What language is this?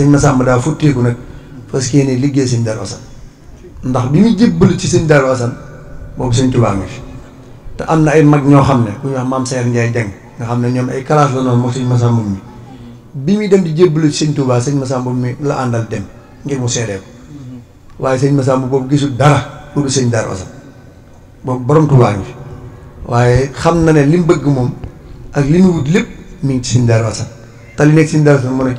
Wolof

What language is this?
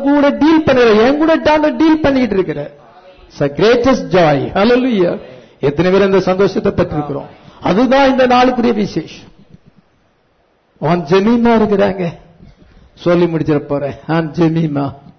Tamil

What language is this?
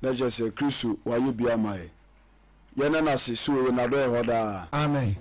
Akan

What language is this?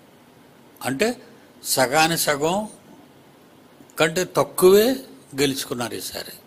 Telugu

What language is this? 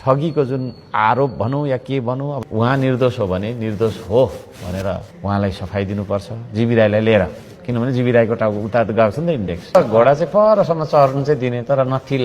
Nepali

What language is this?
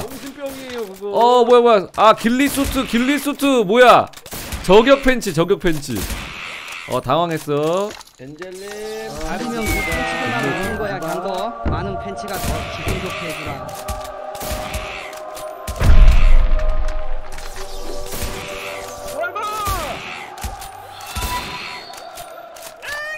Korean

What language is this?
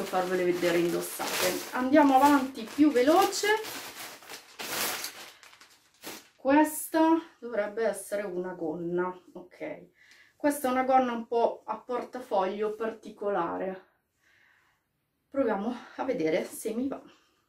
Italian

